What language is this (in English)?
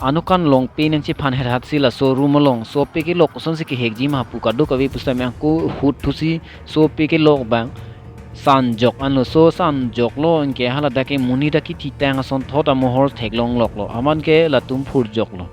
Karbi